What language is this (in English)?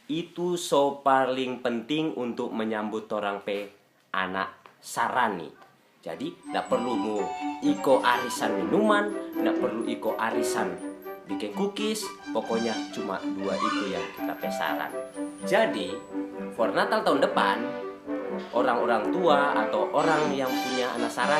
Manado Malay